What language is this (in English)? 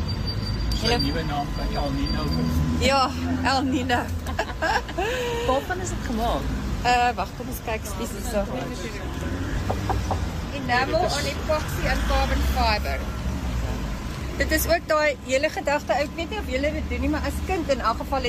Afrikaans